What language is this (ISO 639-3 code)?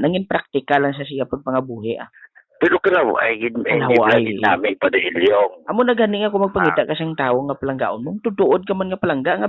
hil